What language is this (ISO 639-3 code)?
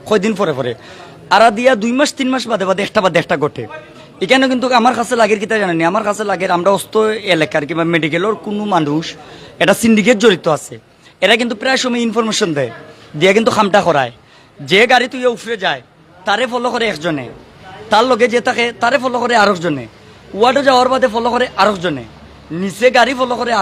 syl